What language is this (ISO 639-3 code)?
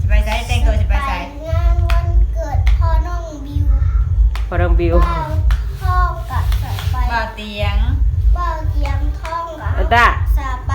tts